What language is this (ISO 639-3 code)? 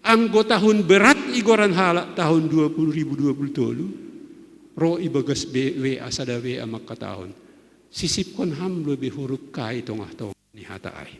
bts